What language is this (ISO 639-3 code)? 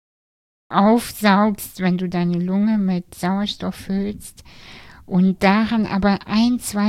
deu